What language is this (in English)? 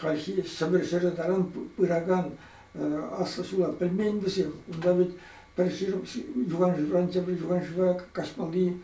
Chuvash